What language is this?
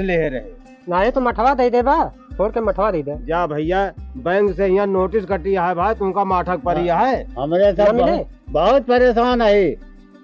Awadhi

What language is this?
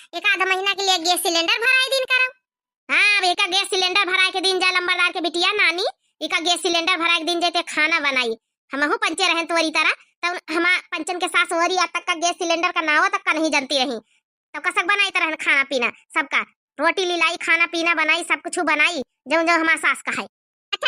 Awadhi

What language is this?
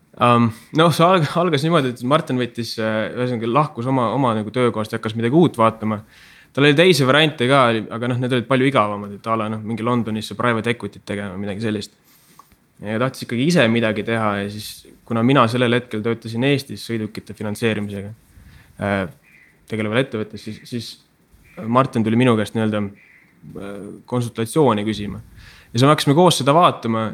Estonian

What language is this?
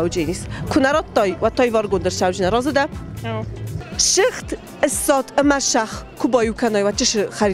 Ossetic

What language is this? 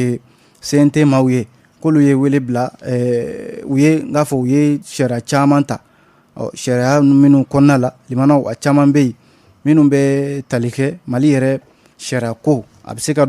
Bambara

